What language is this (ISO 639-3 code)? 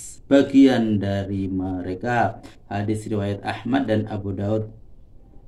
ind